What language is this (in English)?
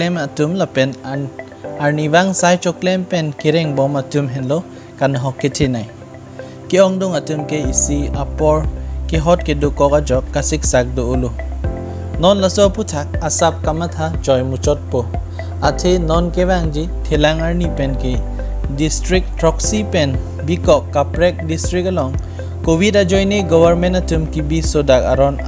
Karbi